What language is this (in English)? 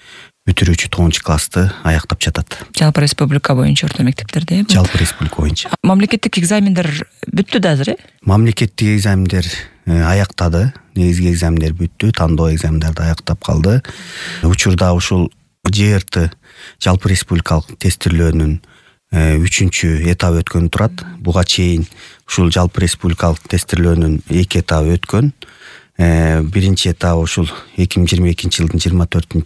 Kyrgyz